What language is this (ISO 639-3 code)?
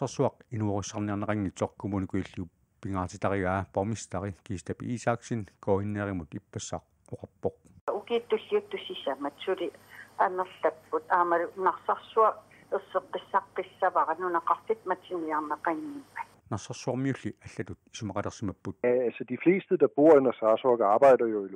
kal